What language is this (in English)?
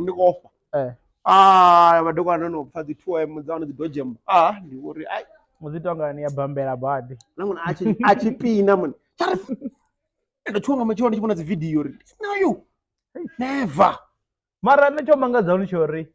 Venda